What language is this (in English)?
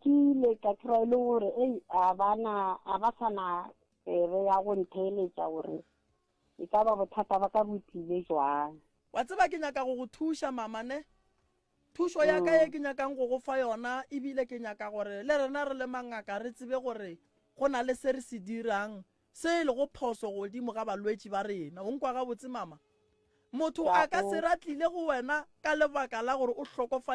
Northern Sotho